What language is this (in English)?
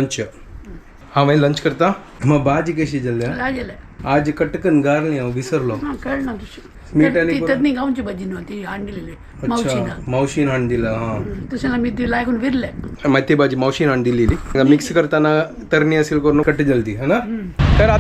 Konkani